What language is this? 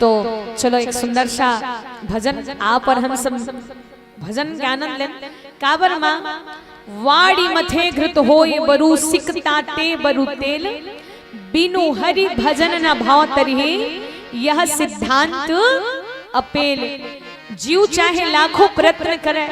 Chhattisgarhi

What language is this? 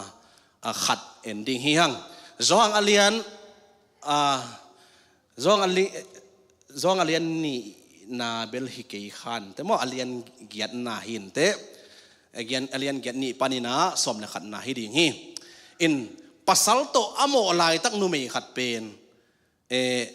Tedim Chin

